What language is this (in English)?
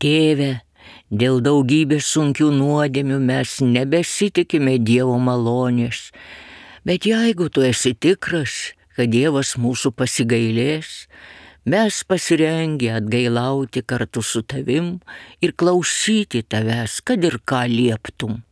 Lithuanian